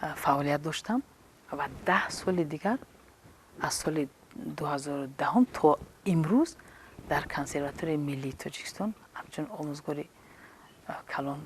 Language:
Tajik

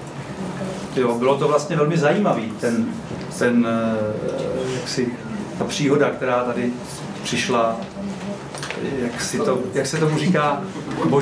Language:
Czech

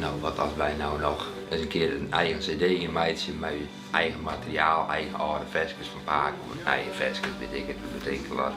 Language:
Western Frisian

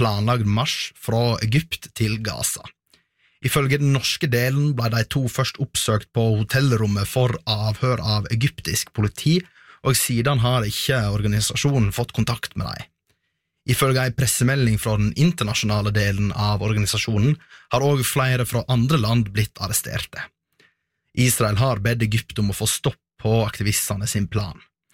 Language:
Norwegian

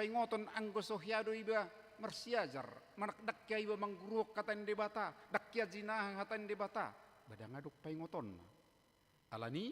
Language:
Batak Toba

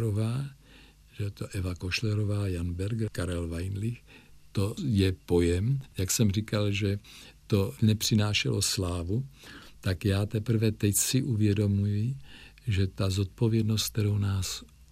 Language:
Czech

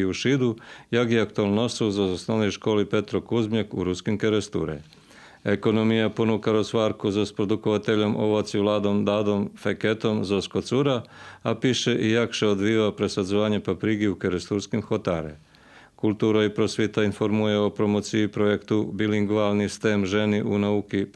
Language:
Rusyn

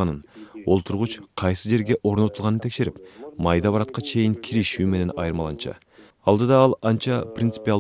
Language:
Kyrgyz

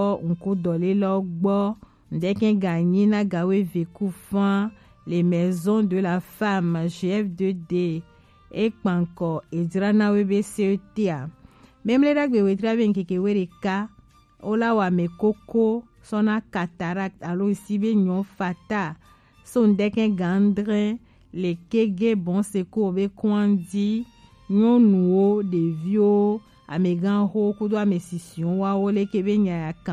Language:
Gen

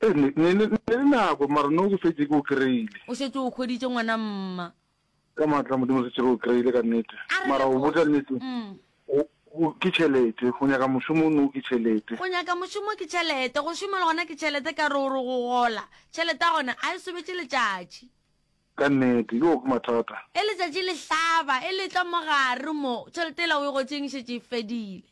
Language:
Northern Sotho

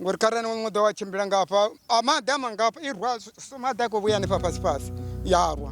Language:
Venda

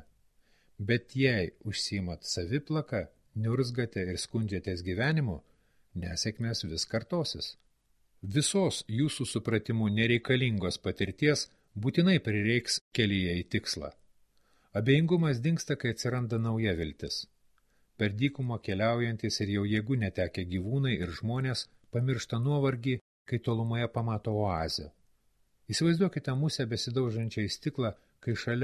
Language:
Lithuanian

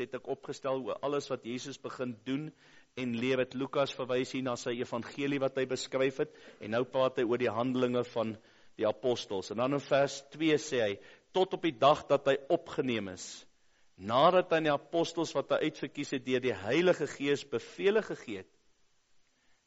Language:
Afrikaans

